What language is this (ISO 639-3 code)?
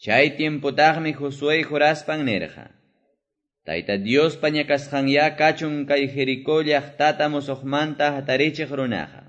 que